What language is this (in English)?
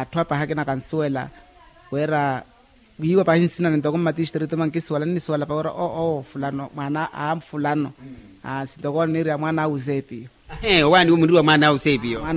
Makhuwa